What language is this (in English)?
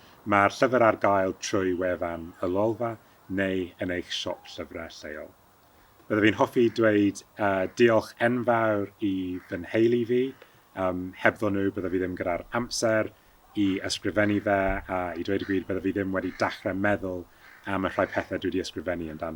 Welsh